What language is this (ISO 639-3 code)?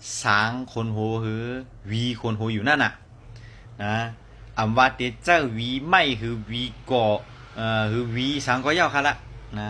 shn